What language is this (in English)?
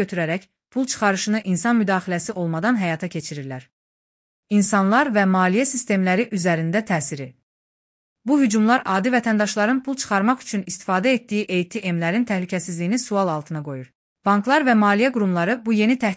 Azerbaijani